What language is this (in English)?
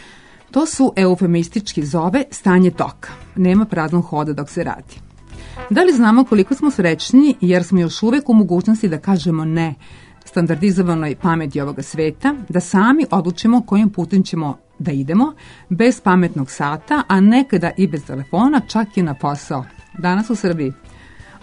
Serbian